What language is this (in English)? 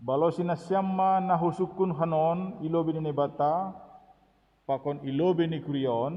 Batak Simalungun